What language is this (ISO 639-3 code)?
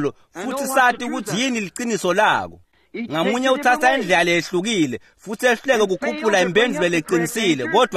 ssw